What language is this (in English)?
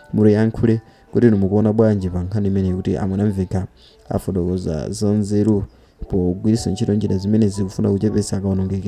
Nyanja